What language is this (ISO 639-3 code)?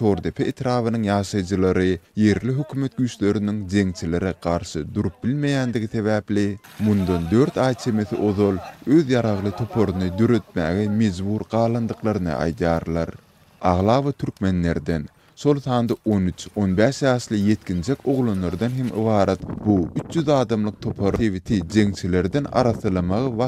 tuk